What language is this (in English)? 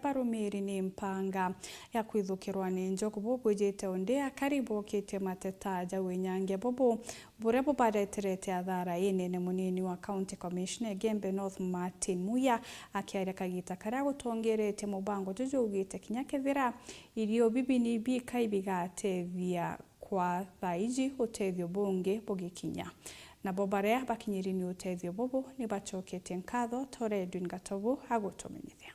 Meru